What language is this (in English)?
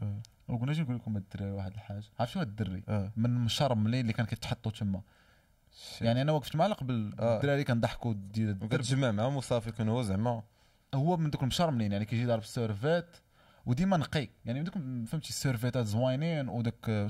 Moroccan Arabic